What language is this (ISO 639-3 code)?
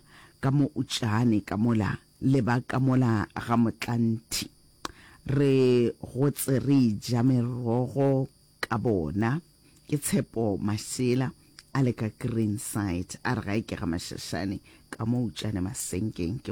nso